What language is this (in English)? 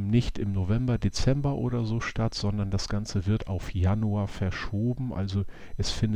German